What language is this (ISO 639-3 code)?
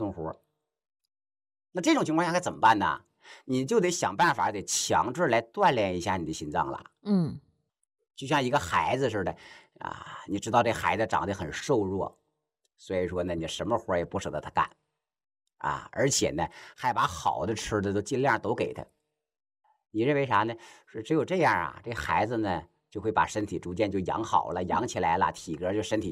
zho